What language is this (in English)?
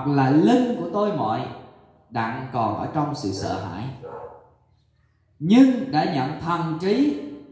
Vietnamese